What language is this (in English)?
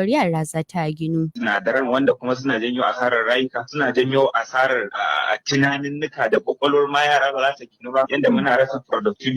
Hausa